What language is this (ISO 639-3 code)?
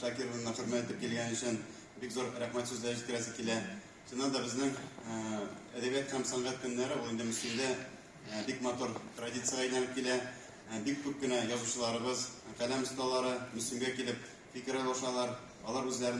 tat